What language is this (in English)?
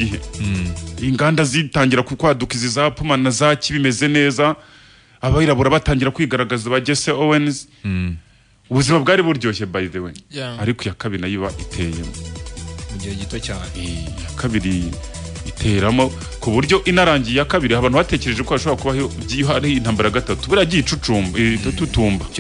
Kinyarwanda